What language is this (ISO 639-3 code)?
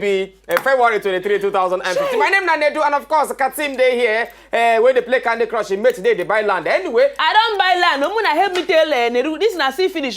pcm